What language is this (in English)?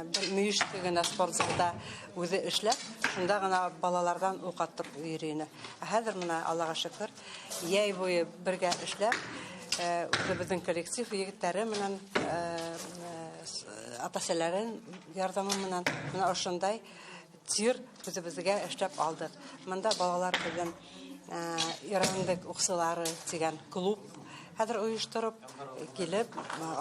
Bashkir